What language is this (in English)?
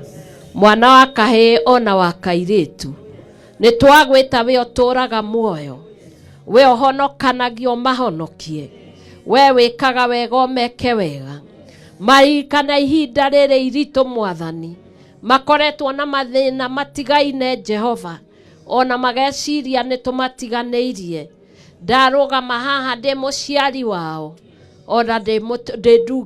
Kikuyu